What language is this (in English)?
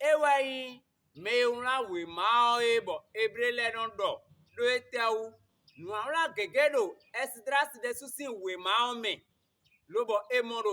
Fon